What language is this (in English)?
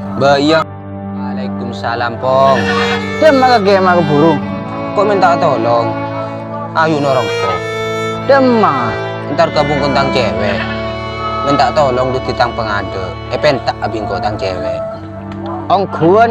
Madurese